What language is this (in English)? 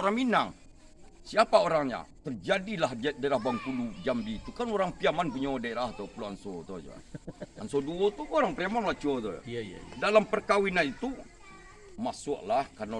Minangkabau